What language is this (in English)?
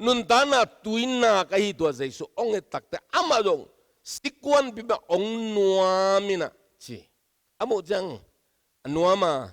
Tedim Chin